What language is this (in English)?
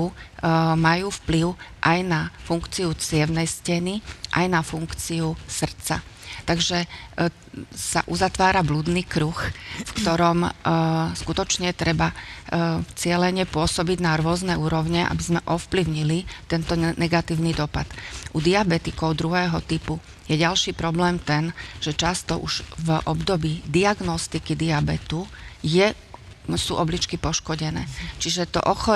Slovak